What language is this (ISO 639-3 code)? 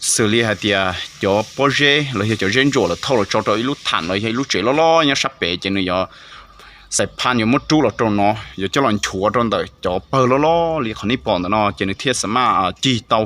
hmn